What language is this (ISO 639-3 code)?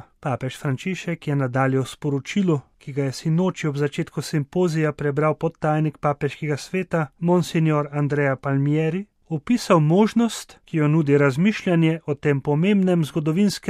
slv